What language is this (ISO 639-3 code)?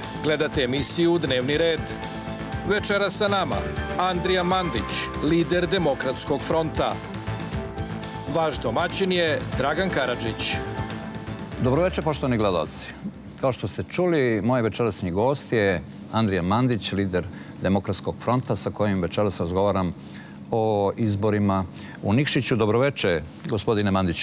srp